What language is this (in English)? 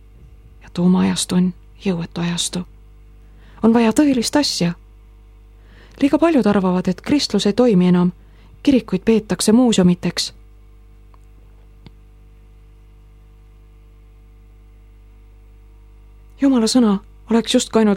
Estonian